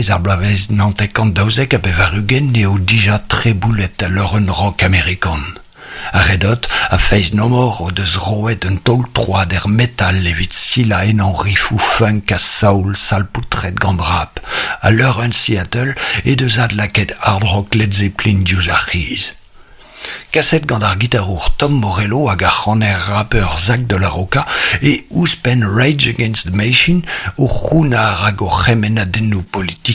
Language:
Breton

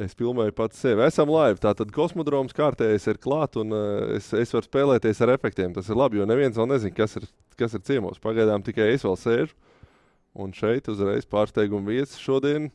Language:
Latvian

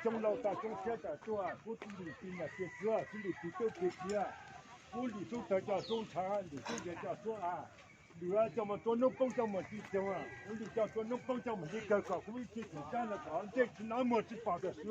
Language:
Hmong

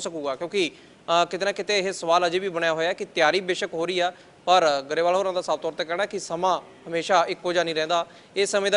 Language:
Punjabi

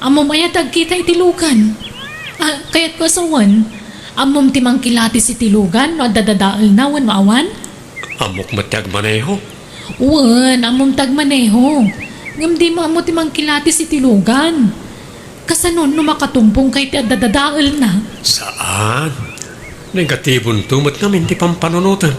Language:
Iloko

